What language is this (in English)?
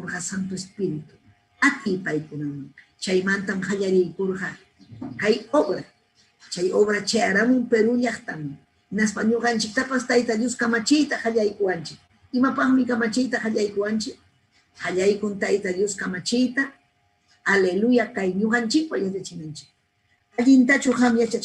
Ayacucho Quechua